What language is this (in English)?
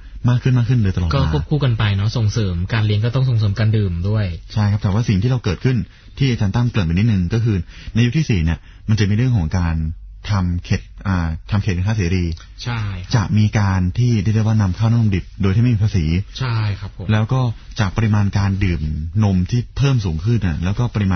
Thai